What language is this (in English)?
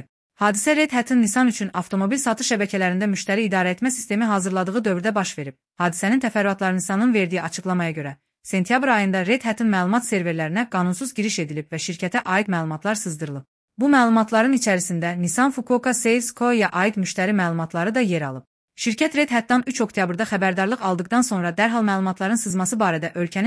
Azerbaijani